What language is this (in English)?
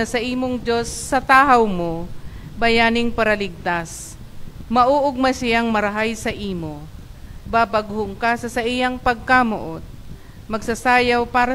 Bikol